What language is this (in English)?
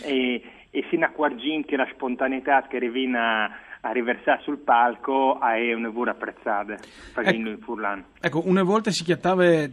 Friulian